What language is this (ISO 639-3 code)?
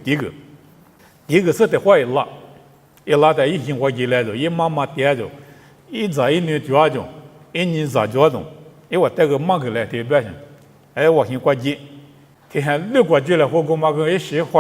lis